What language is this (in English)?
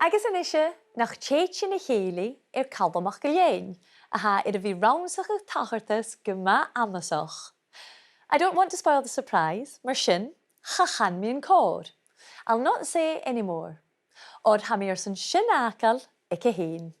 Scottish Gaelic